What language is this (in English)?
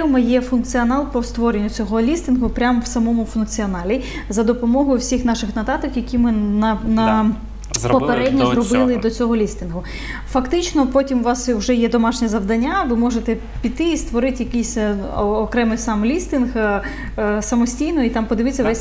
Ukrainian